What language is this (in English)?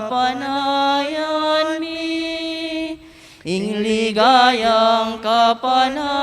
Pampanga